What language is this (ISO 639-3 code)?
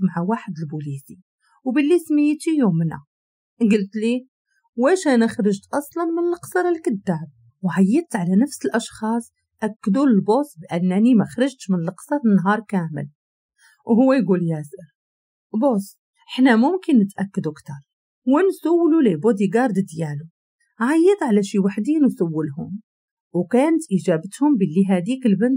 ary